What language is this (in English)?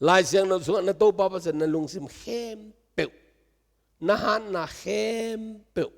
Tedim Chin